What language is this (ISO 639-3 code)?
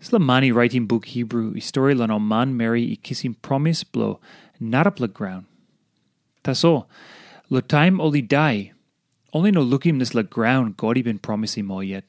tpi